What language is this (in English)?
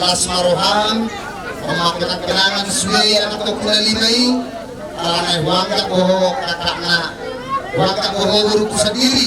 Batak Toba